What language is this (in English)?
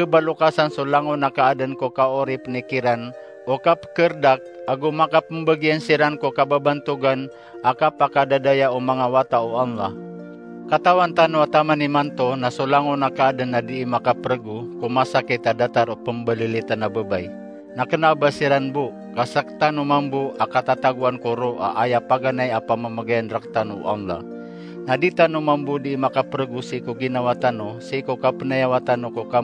Maranao